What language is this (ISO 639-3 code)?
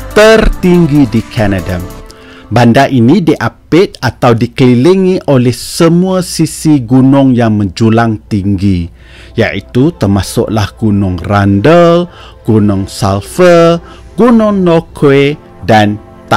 msa